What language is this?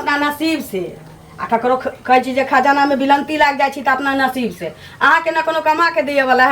Maithili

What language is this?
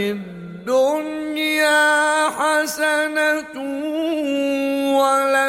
Arabic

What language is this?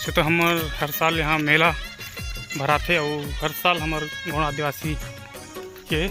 Chhattisgarhi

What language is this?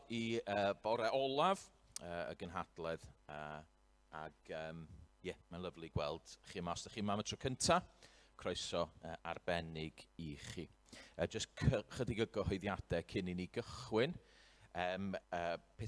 Welsh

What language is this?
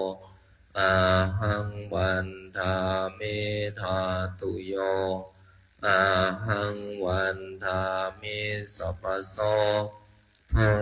Pali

